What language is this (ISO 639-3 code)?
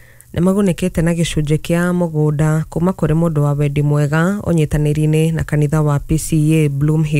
kik